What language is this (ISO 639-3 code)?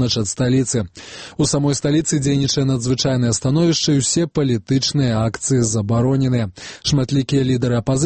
bel